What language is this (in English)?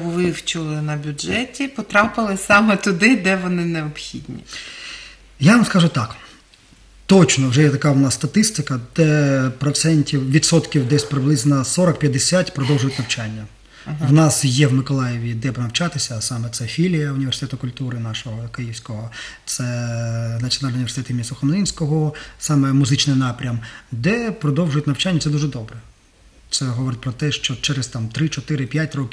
Ukrainian